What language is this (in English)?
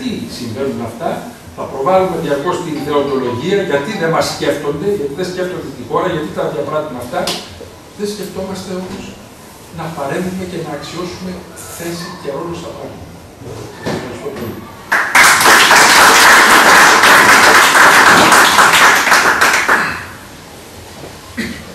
Greek